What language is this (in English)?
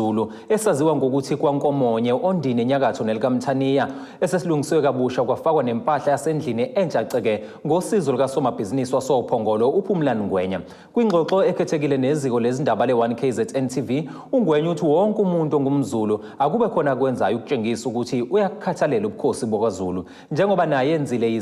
Zulu